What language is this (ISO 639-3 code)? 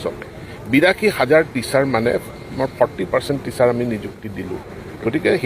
asm